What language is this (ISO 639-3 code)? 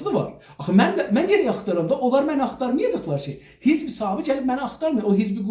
azb